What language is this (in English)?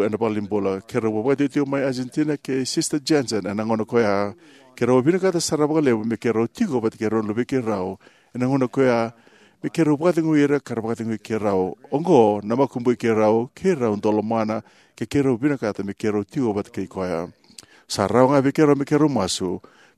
Fijian